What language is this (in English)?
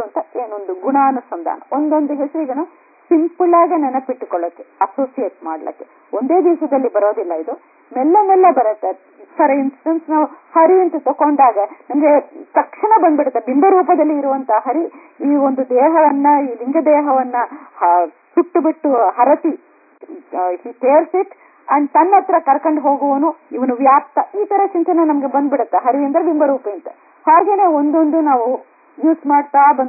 Kannada